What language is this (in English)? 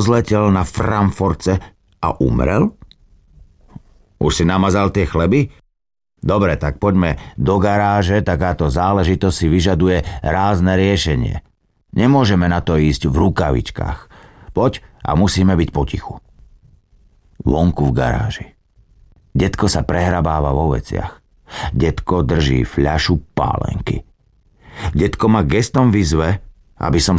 Slovak